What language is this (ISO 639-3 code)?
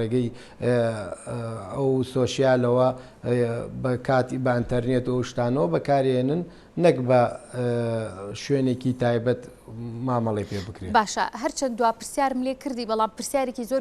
ckb